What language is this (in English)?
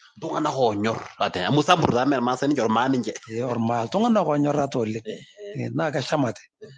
Masai